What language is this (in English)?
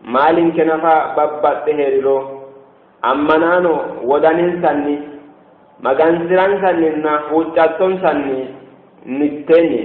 Sidamo